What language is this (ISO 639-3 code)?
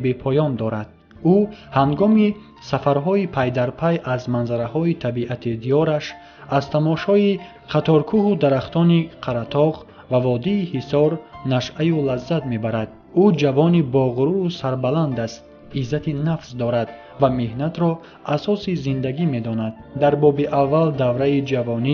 tgk